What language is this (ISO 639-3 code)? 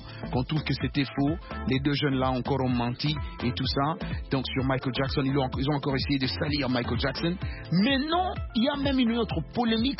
fra